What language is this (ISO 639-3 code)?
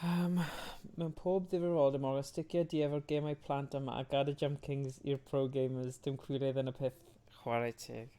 cym